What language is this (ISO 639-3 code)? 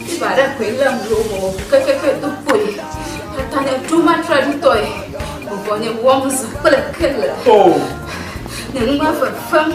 ewe